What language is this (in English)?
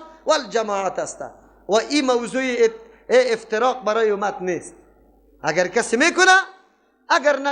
Persian